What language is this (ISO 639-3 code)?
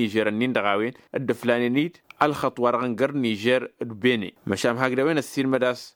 taq